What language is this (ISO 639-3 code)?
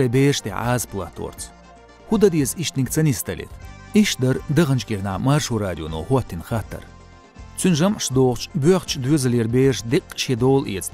che